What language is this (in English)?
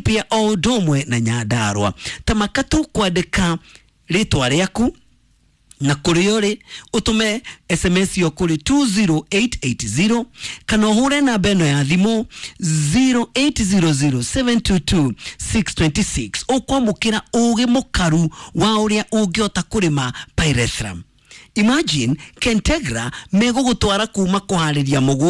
Kikuyu